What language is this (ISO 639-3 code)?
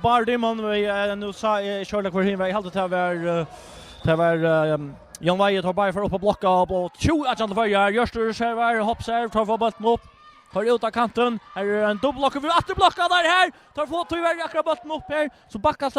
fao